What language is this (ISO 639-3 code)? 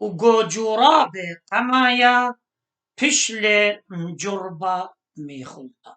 aii